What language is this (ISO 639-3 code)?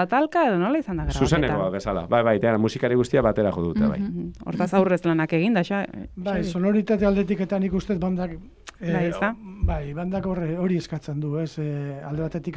eus